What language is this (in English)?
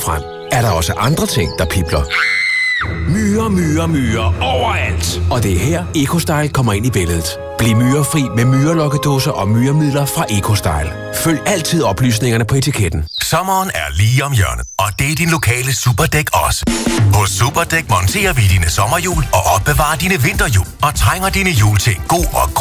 Danish